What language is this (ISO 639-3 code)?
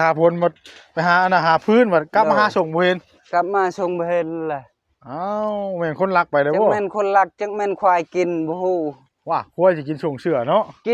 tts